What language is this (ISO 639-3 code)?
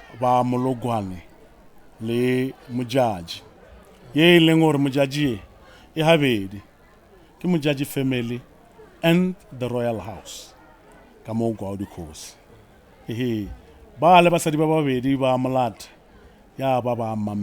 nso